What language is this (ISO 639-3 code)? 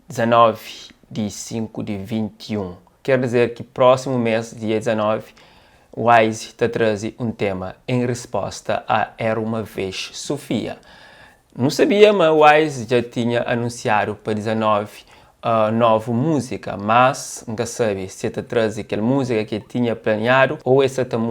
kea